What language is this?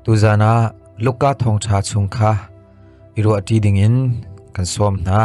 Hakha Chin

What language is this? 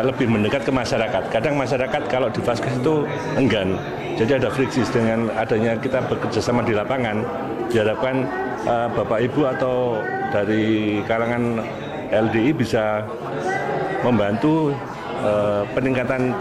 Indonesian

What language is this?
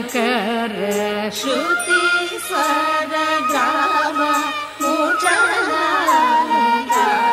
Kannada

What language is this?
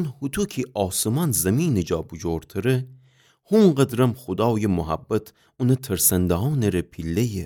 Gilaki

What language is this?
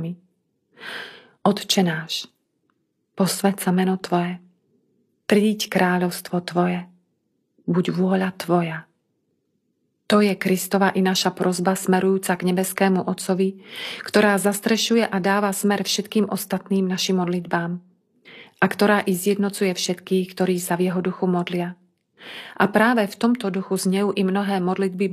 Slovak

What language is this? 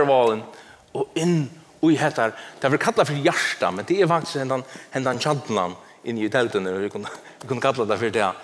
Faroese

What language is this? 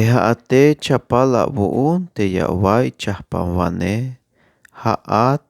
Tzeltal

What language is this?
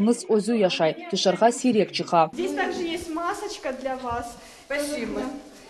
Crimean Tatar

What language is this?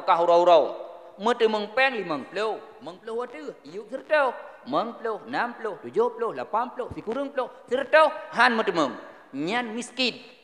Achinese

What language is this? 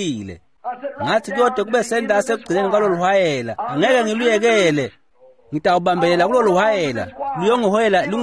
Swati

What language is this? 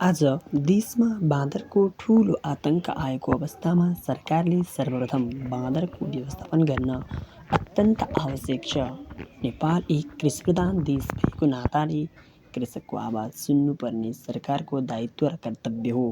Nepali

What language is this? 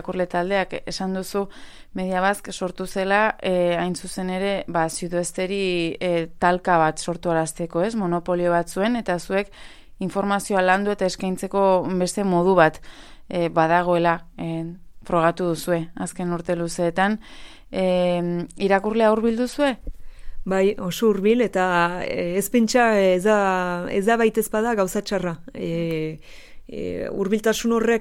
Basque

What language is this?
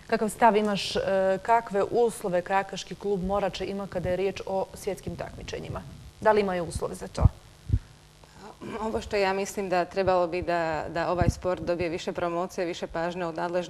Serbian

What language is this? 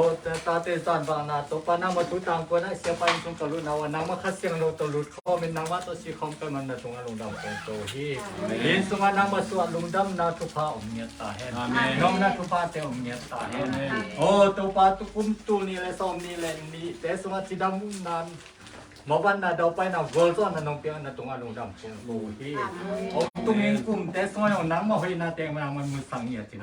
Tedim Chin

